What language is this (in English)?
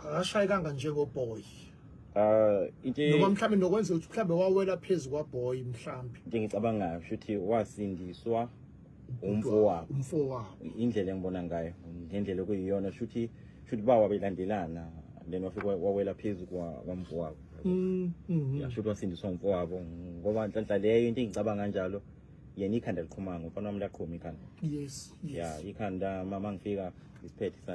Zulu